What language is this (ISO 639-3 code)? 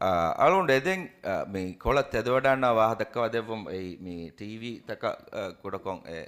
div